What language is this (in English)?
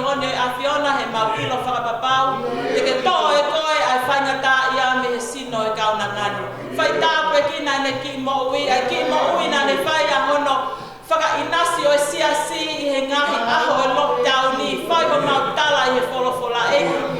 Tongan